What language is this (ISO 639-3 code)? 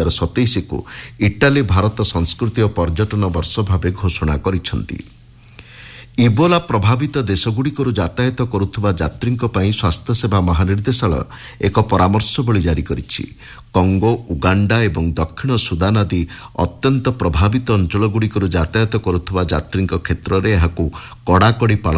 ori